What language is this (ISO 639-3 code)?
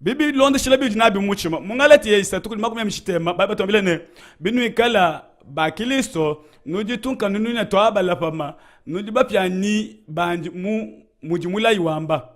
lua